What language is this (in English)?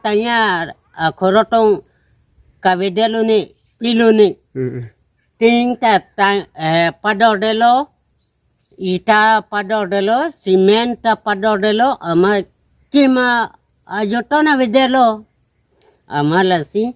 Karbi